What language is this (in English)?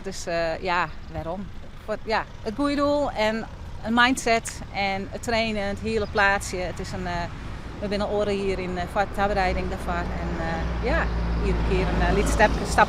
Western Frisian